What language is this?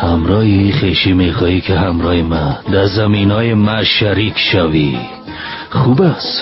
Tajik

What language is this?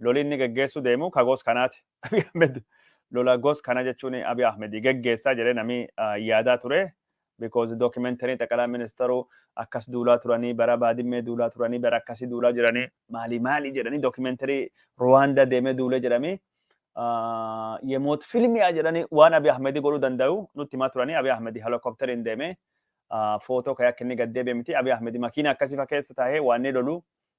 Oromo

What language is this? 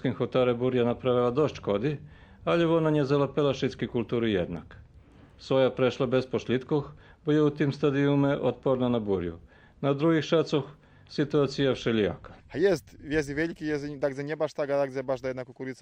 Rusyn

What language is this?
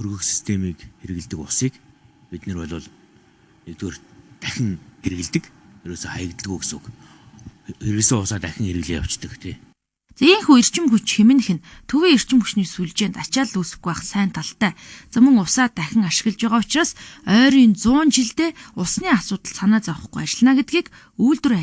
Mongolian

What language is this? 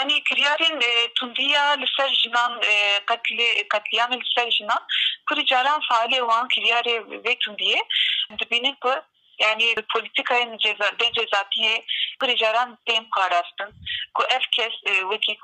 Kurdish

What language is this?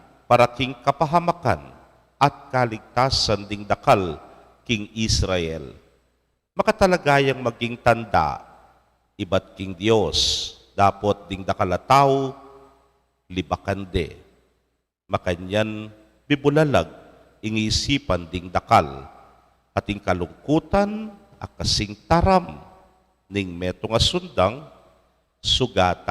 Pampanga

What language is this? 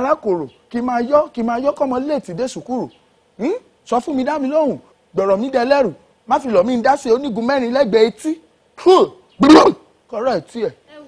Yoruba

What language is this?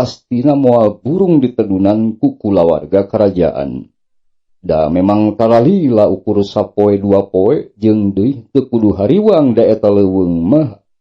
Sundanese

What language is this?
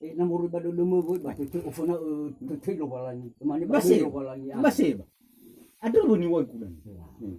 Nias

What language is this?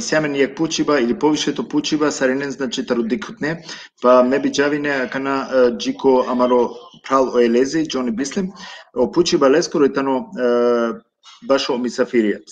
Balkan Romani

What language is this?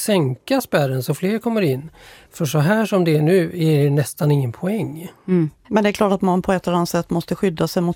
Swedish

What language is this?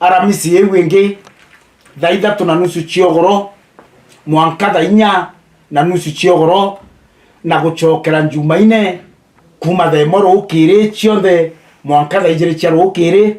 Meru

